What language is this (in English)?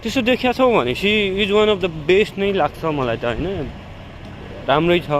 Nepali